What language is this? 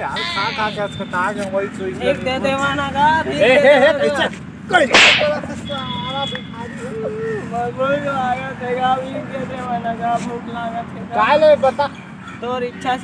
Chhattisgarhi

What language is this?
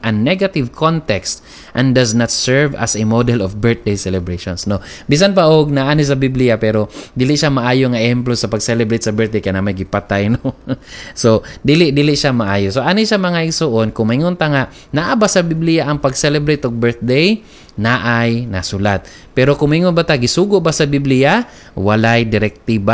Cebuano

